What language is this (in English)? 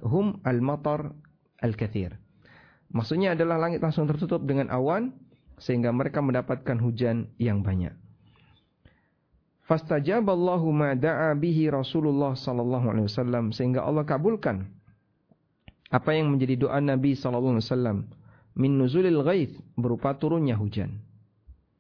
Indonesian